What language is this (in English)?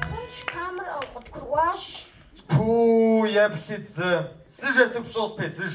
Kabardian